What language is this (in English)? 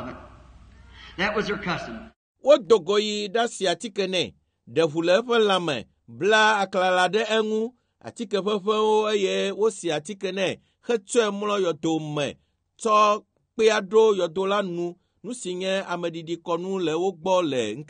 Ewe